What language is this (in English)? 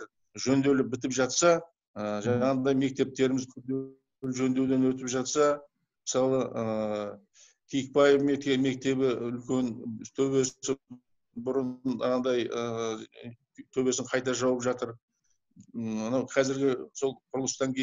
Kazakh